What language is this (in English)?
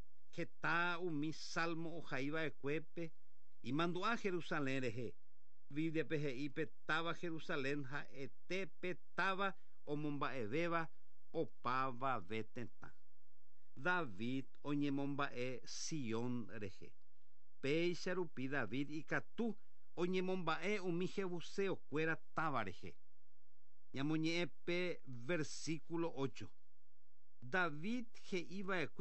Guarani